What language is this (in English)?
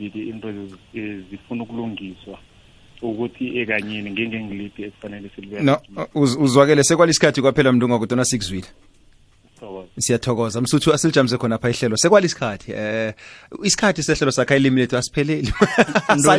South Ndebele